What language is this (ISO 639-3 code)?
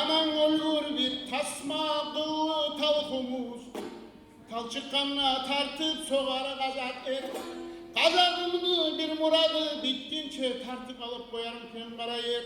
kum